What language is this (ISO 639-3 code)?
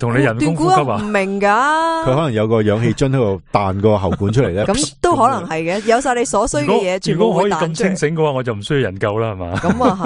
yue